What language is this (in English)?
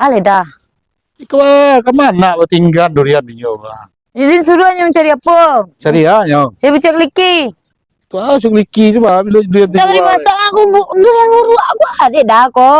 Minangkabau